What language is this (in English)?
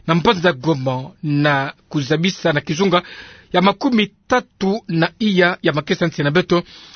Kituba (Democratic Republic of Congo)